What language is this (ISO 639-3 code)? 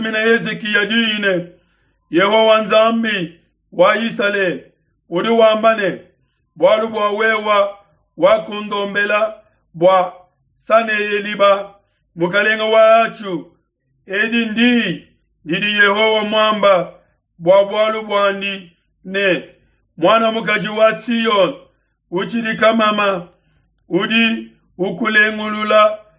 lua